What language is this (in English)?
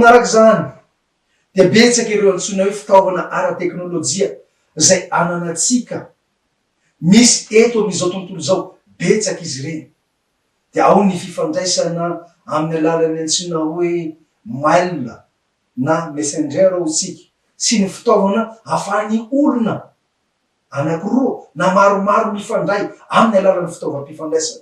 Malagasy